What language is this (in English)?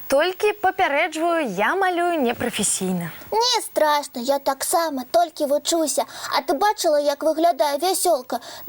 Belarusian